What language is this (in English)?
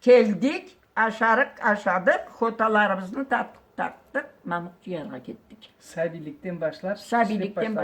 Karachay-Balkar